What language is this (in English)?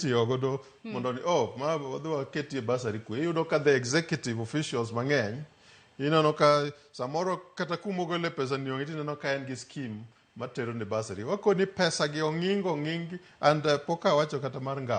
Luo (Kenya and Tanzania)